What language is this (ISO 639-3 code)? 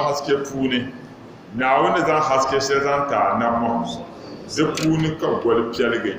dag